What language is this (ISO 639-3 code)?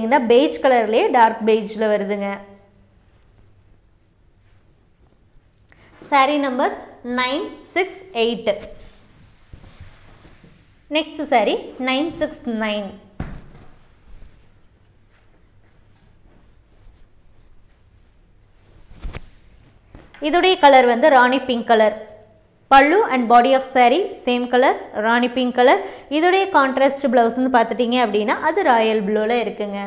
tam